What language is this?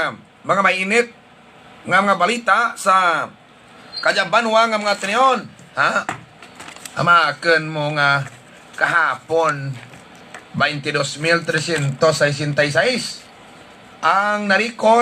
Hiligaynon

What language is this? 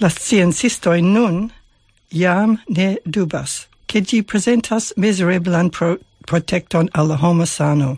Esperanto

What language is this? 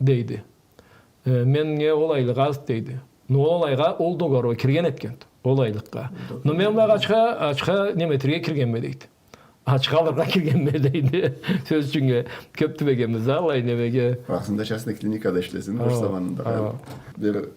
Karachay-Balkar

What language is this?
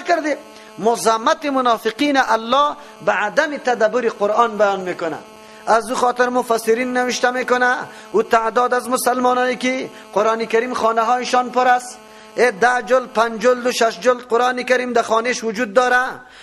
Persian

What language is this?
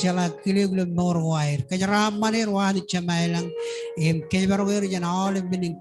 Marshallese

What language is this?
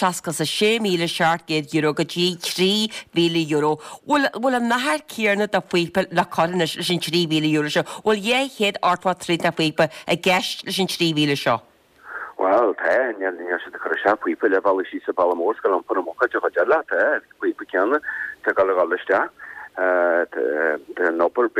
Irish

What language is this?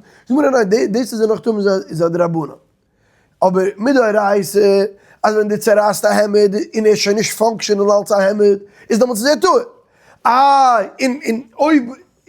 Yiddish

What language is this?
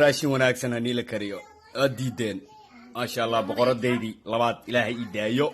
Somali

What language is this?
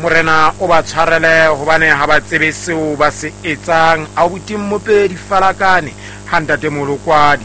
Southern Sotho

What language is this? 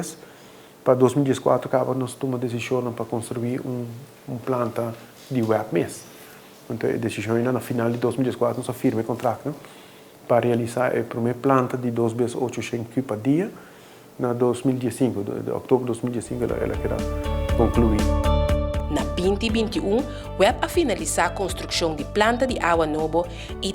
Papiamento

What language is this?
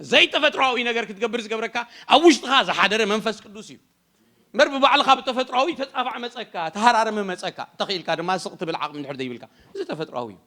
Tigrinya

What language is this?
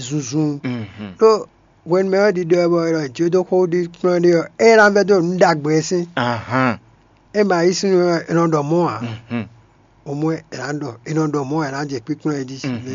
Fon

